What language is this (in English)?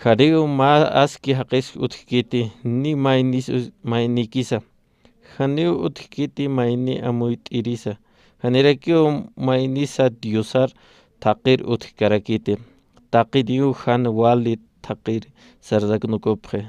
Aymara